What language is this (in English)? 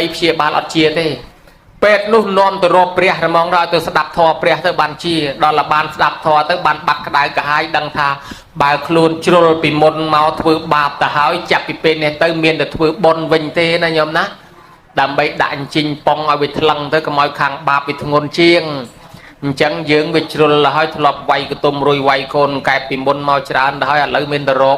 Khmer